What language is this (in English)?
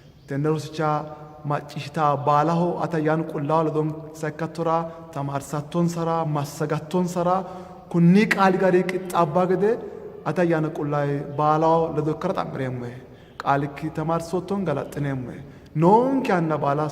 Sidamo